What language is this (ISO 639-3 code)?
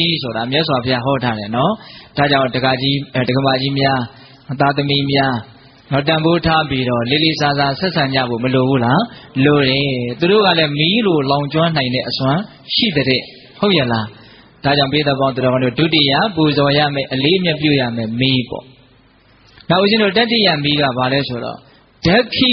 mya